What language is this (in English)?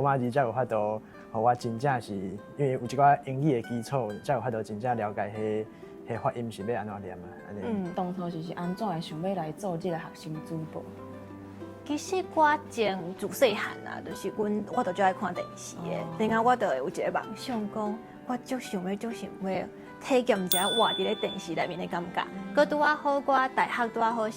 Min Nan Chinese